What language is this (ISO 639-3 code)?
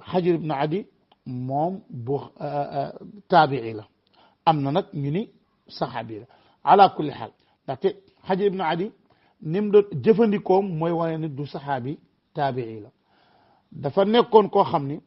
wol